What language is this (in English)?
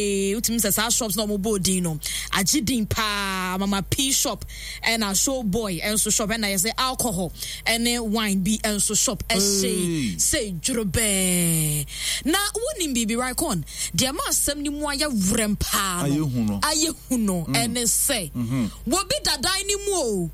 Akan